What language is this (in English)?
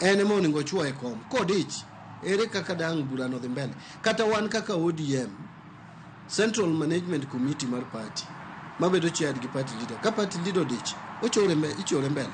Luo (Kenya and Tanzania)